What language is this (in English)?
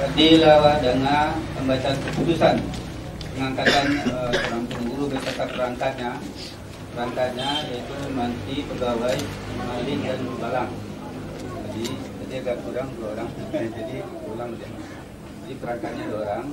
Minangkabau